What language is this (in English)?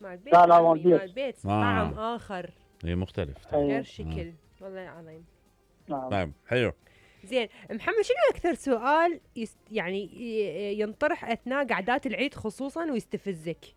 Mesopotamian Arabic